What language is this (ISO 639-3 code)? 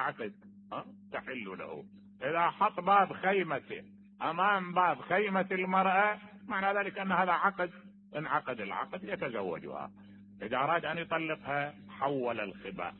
acm